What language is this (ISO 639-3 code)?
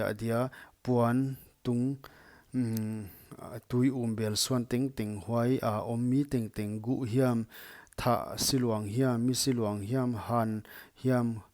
pck